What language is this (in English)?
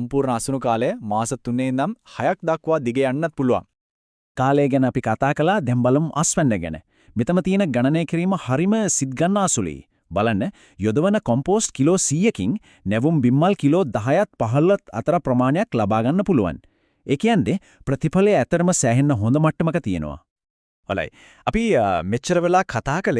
Sinhala